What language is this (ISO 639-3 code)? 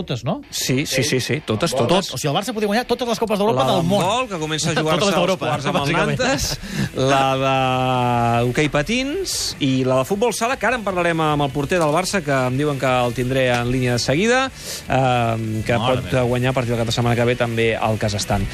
cat